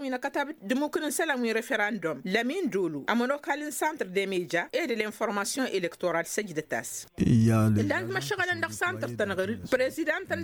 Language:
Tamasheq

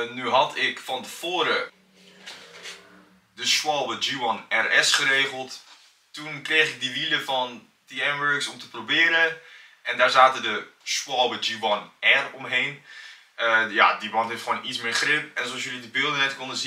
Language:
Dutch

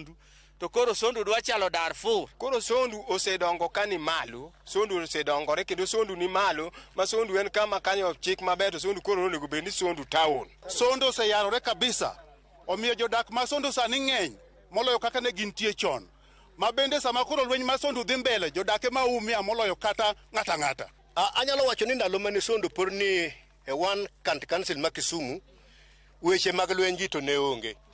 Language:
Luo (Kenya and Tanzania)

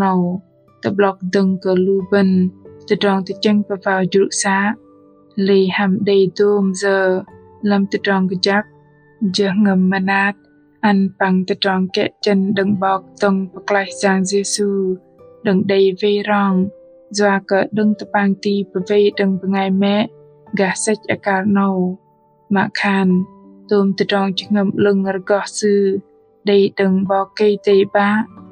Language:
Bahnar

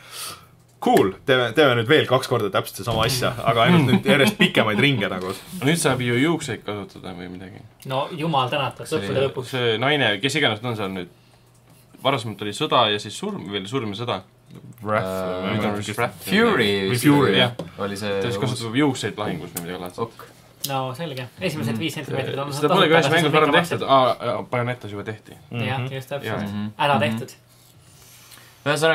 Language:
Estonian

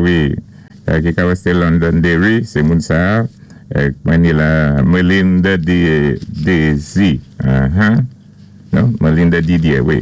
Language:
Saint Lucian Creole French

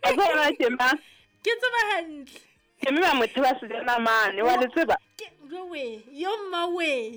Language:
Southern Sotho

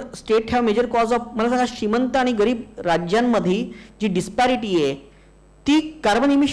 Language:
Marathi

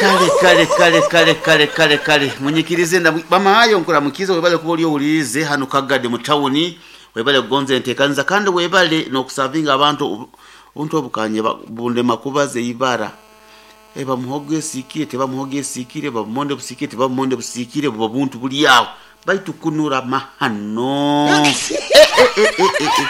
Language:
Nyoro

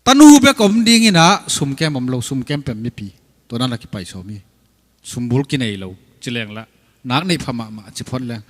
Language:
Tedim Chin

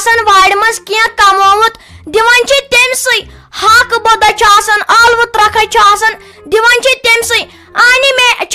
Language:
Kashmiri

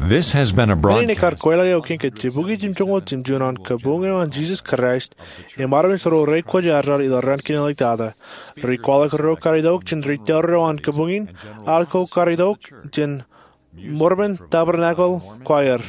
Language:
Marshallese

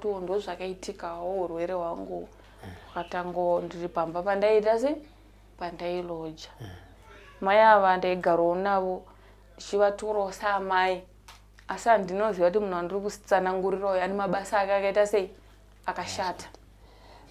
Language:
Shona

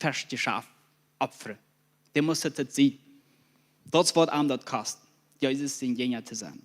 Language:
Plautdietsch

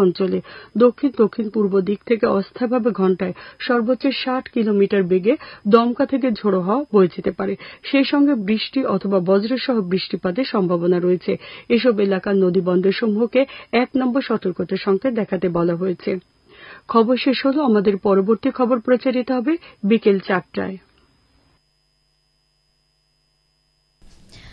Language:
Bangla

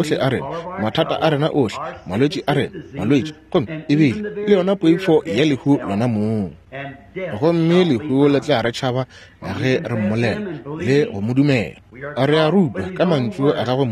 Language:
Northern Sotho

